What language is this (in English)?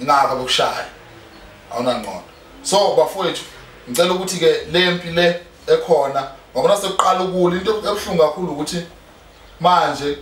Zulu